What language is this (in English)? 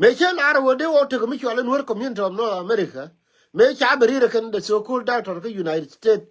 Nuer